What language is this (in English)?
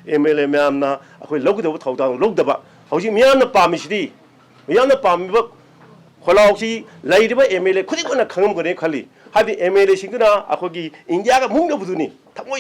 Manipuri